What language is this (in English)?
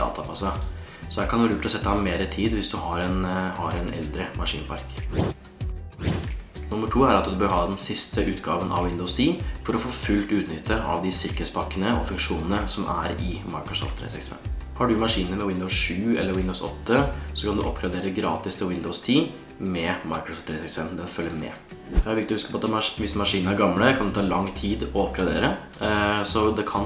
Norwegian